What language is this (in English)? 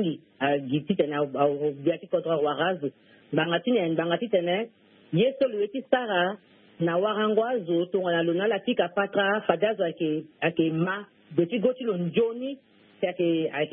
Sango